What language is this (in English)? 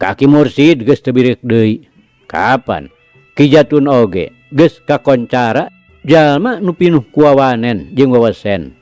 Sundanese